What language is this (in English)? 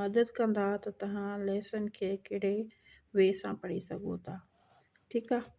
Sindhi